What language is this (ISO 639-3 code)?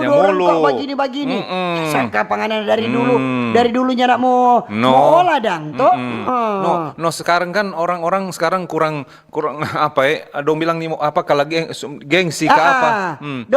xmm